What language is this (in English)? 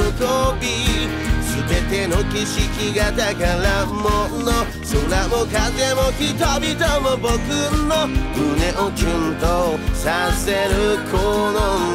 Japanese